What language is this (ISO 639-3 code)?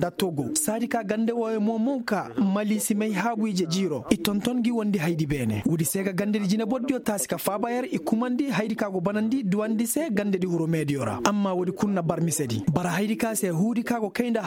ses